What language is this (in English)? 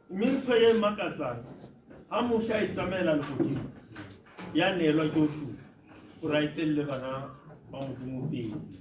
Tswana